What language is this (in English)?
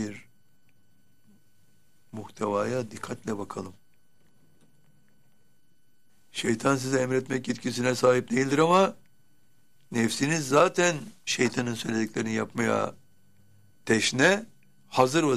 Turkish